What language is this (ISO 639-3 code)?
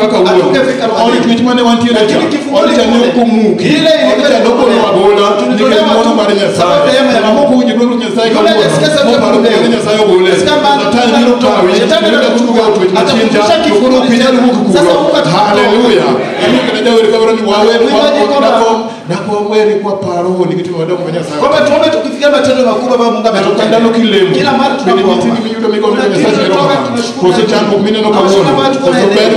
luo